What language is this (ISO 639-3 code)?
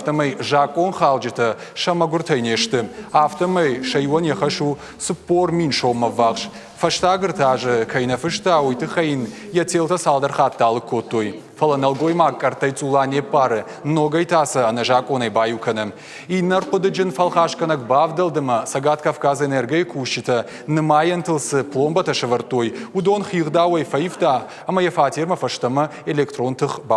oss